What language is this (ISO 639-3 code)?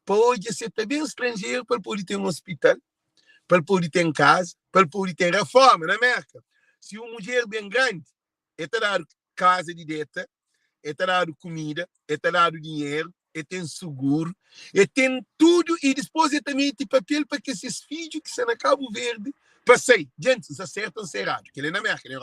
kea